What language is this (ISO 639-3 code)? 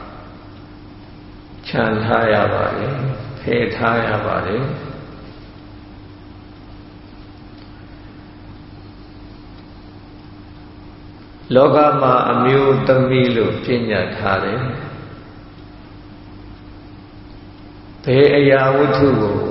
mya